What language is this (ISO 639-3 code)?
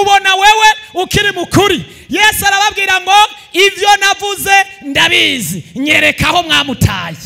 run